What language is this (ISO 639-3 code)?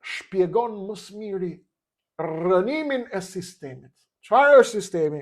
sqi